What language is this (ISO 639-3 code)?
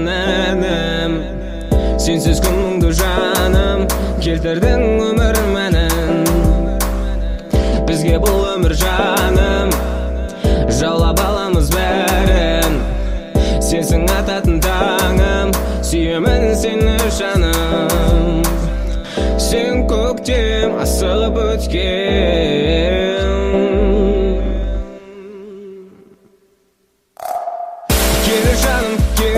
kaz